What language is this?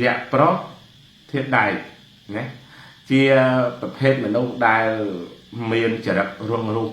Khmer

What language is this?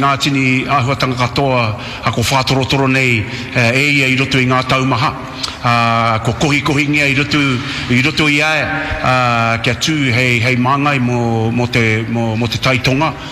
Māori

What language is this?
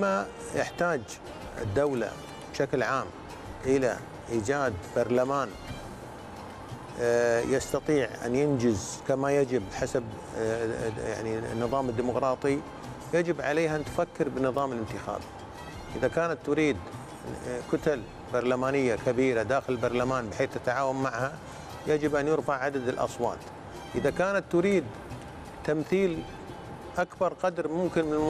Arabic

